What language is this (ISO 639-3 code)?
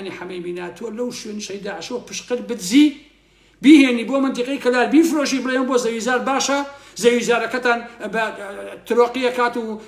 ckb